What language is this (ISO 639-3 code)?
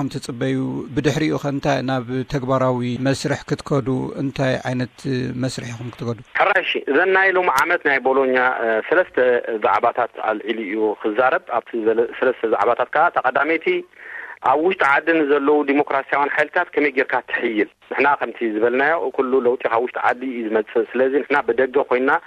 tir